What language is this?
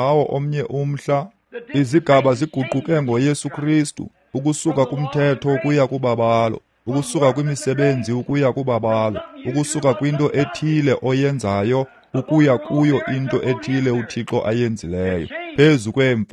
Xhosa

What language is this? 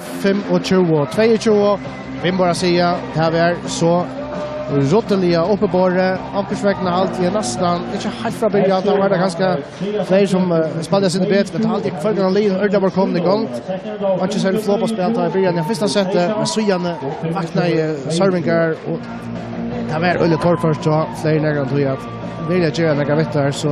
Faroese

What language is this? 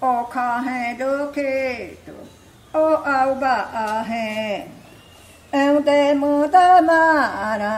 Māori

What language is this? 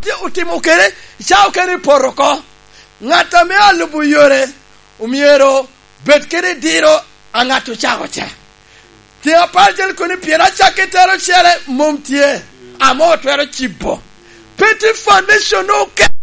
Lango (Uganda)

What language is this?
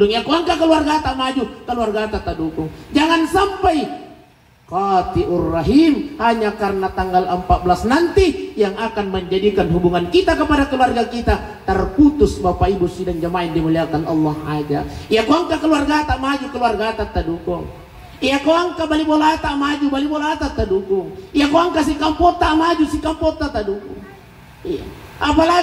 Buginese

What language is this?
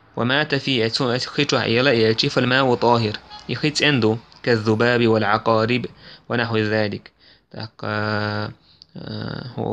Chechen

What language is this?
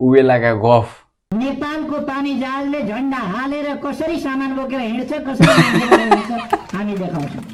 Nepali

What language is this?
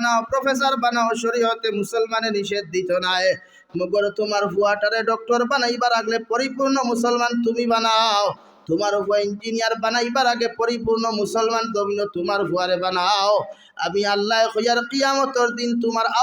Sylheti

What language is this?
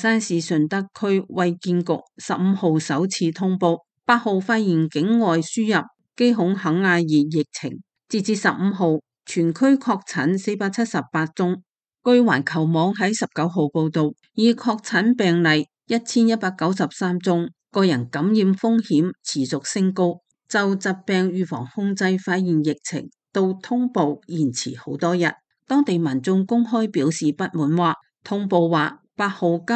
Cantonese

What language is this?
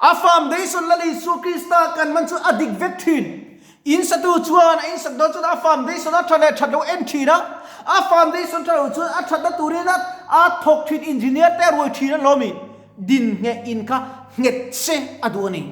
Mizo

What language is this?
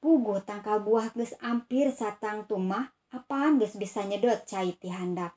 Sundanese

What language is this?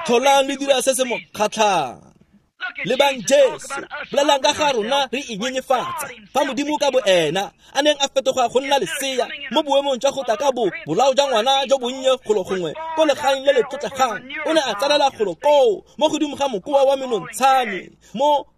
Tswana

